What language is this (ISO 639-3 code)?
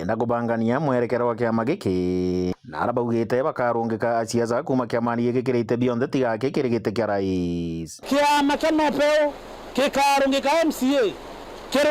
mer